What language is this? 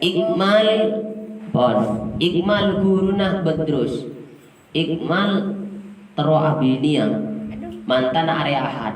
Madurese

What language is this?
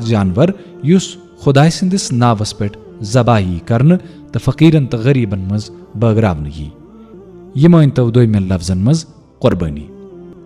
Kashmiri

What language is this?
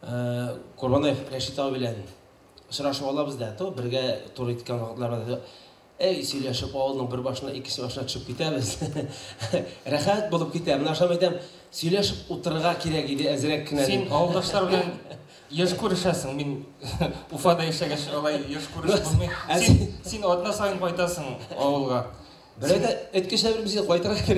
Bashkir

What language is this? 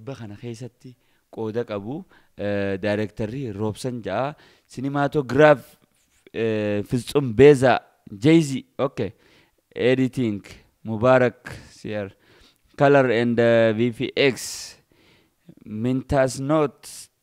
Oromo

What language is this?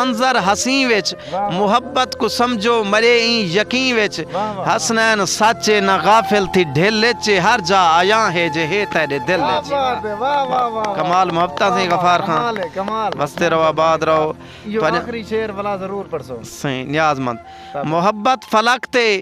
Saraiki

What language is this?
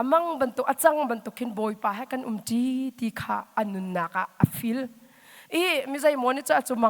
Hakha Chin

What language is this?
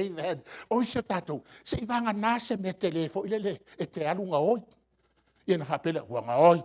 Samoan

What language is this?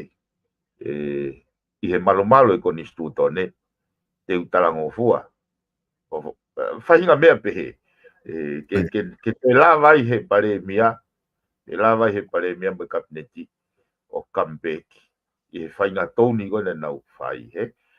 Tongan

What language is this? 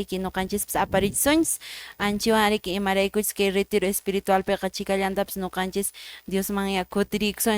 Quechua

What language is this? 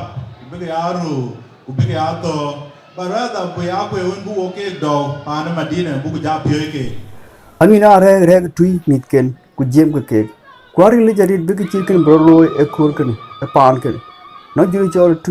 Dinka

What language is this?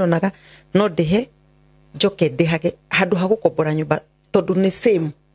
Kikuyu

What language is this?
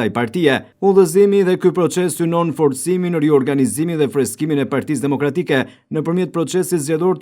Albanian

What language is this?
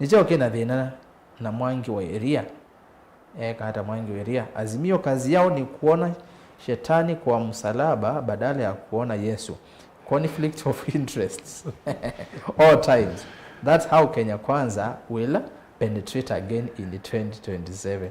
Kamba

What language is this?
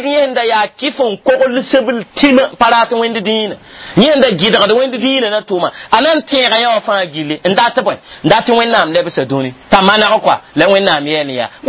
Mossi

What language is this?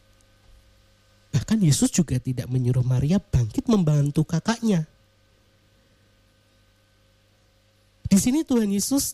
Indonesian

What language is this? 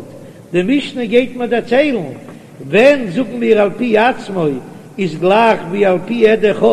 Yiddish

